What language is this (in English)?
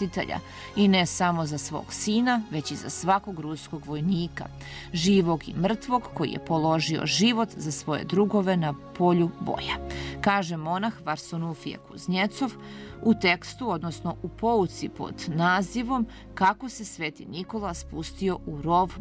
Serbian